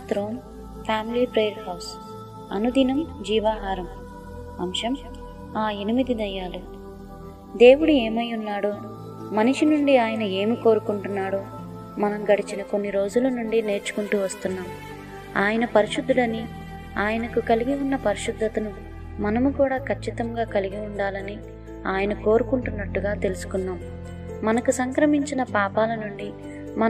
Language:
Telugu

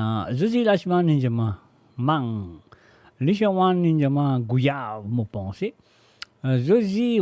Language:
Morisyen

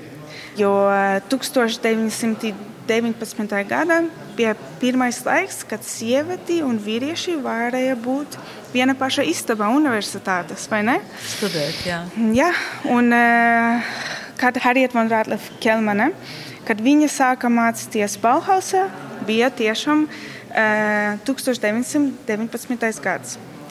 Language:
Latvian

